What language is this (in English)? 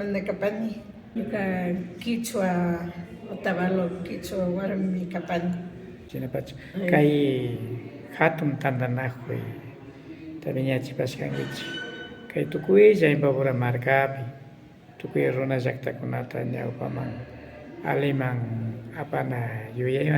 Imbabura Highland Quichua